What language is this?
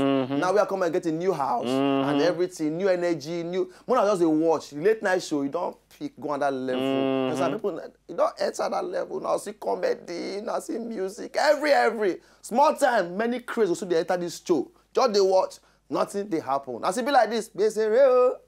Nigerian Pidgin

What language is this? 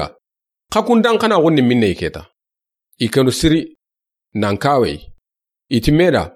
Soninke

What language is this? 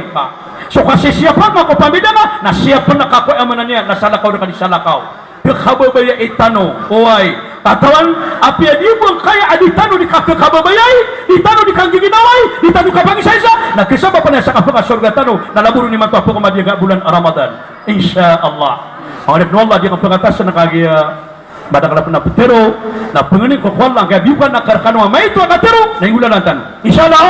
Maranao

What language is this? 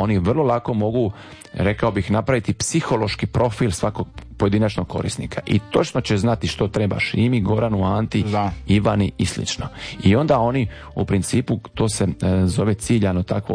Croatian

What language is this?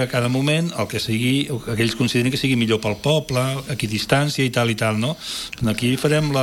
Catalan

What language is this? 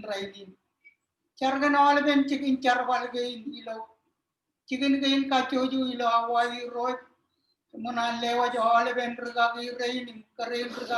Marshallese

